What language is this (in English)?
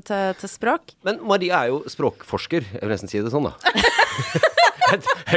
Norwegian